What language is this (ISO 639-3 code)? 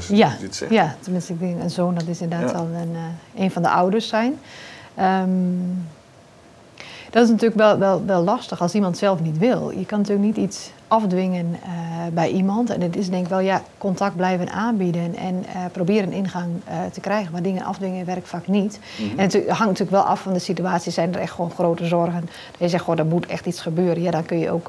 nld